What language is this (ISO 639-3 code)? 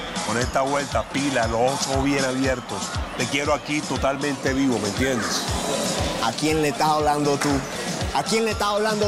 spa